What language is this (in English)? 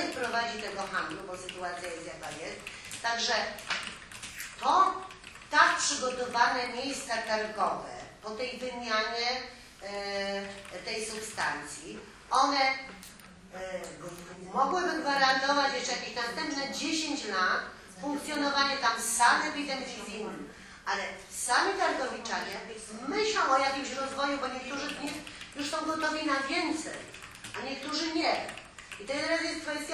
Polish